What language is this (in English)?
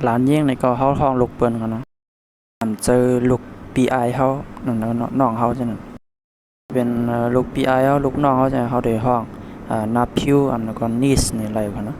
Shan